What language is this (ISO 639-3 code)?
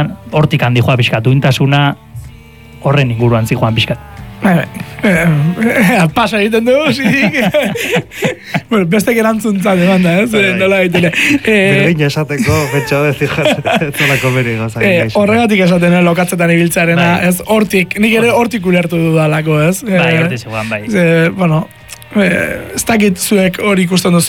eus